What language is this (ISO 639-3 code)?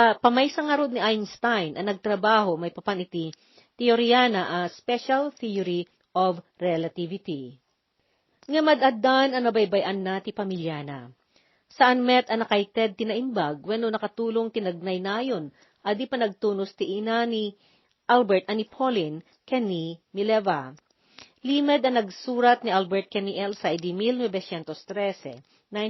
ilo